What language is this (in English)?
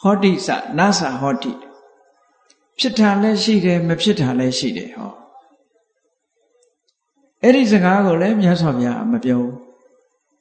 Burmese